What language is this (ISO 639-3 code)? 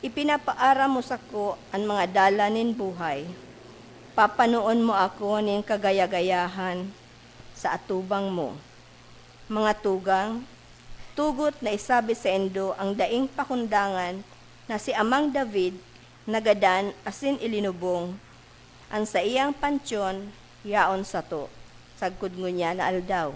bik